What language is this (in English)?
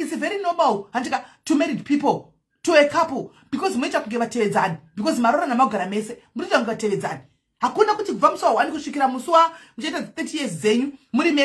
Shona